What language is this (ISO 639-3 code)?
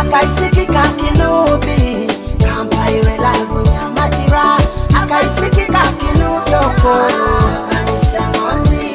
nyo